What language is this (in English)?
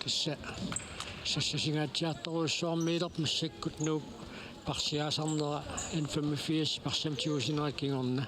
Kalaallisut